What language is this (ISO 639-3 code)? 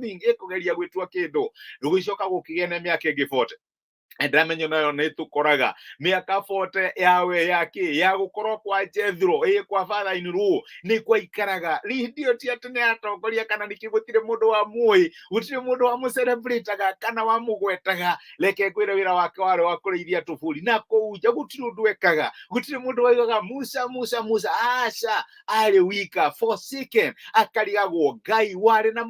kik